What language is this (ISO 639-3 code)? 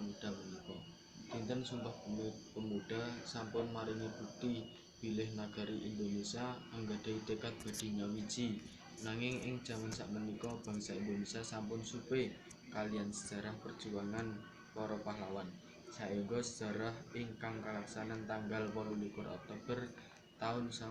jav